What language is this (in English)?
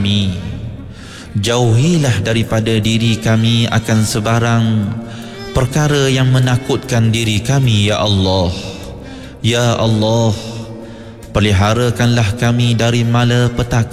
Malay